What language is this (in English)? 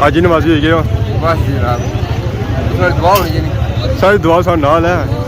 Pahari-Potwari